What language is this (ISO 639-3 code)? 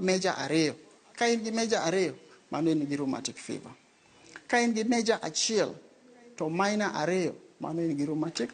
luo